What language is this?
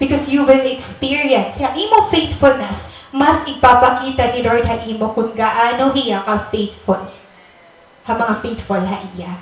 Waray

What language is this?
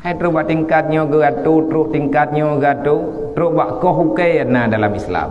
Achinese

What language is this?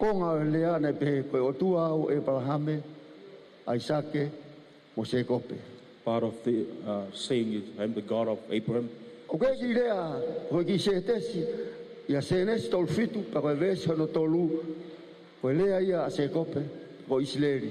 Tongan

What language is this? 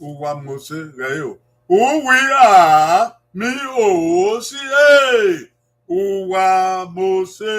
Bini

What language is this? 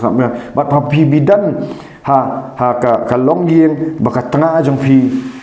Khasi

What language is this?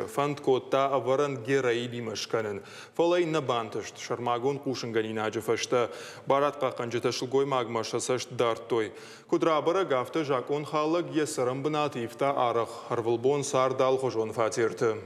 Ossetic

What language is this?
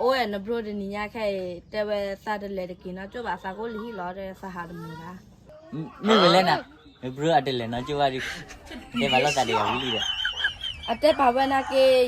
S'gaw Karen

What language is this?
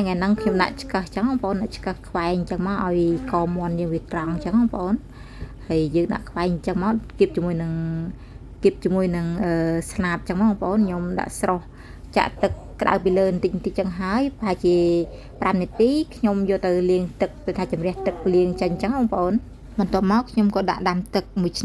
Khmer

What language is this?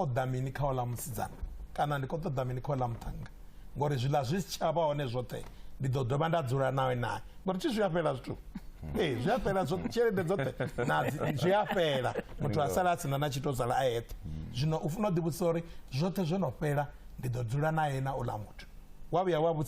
Venda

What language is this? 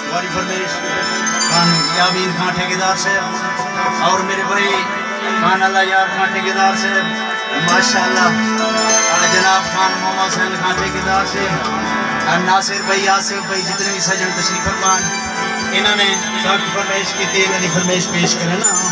Saraiki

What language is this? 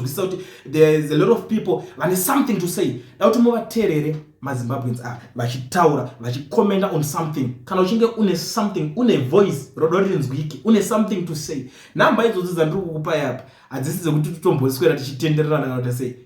Shona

